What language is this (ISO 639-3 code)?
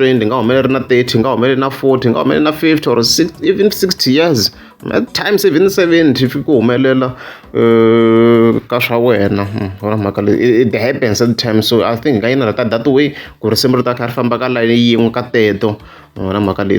tso